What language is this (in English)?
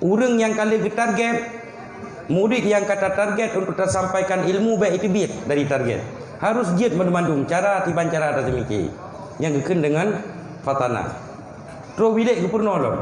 Achinese